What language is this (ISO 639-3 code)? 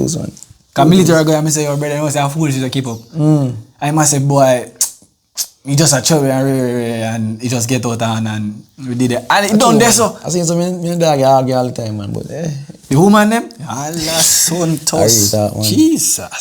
jam